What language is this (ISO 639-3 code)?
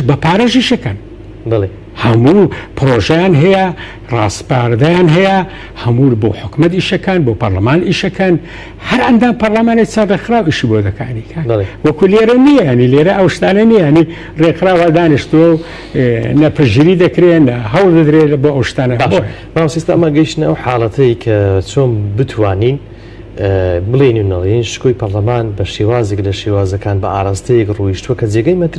ckb